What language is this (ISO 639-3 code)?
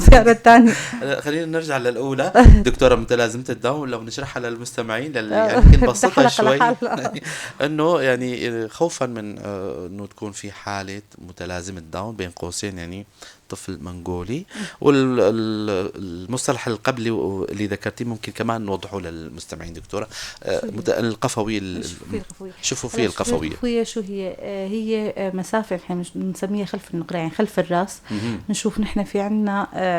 apc